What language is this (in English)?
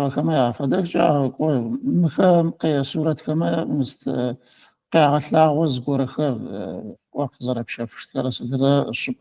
Adyghe